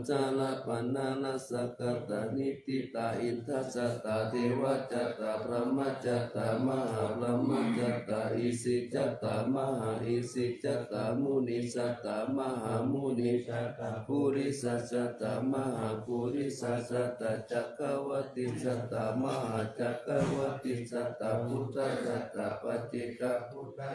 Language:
Pali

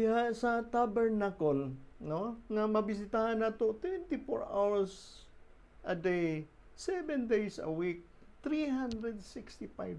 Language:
Cebuano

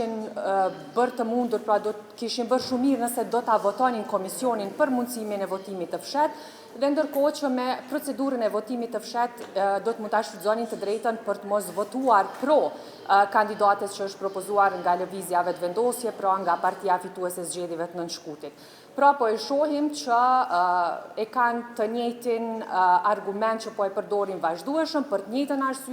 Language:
Albanian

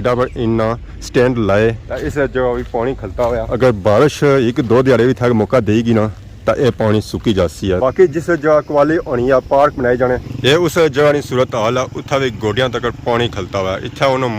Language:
Pahari-Potwari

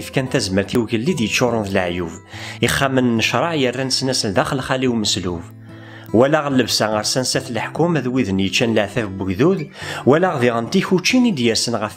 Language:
Kabyle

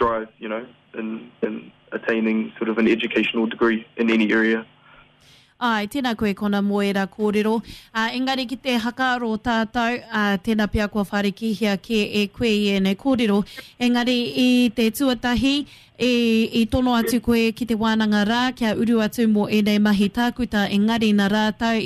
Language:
Māori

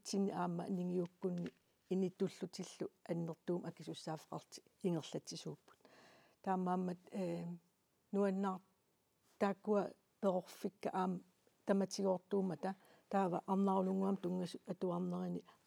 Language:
Kalaallisut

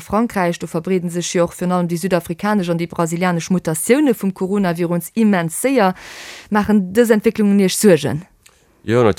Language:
Luxembourgish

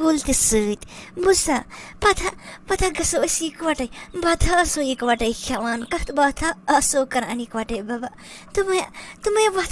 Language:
Kashmiri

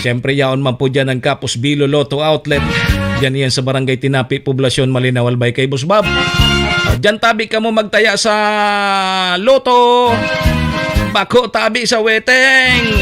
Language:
Bikol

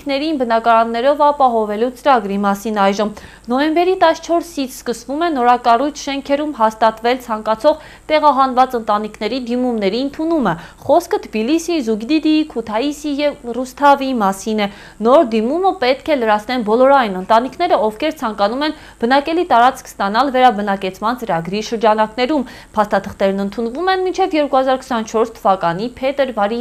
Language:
Armenian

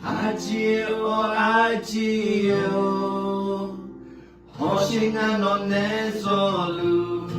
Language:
Akha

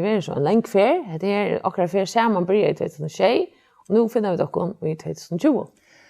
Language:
Faroese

